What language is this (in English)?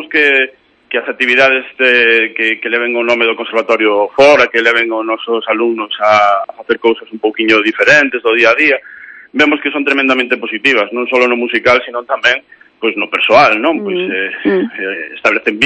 Galician